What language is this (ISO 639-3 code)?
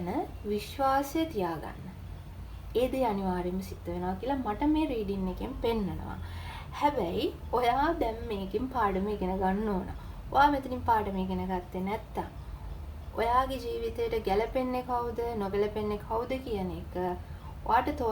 sin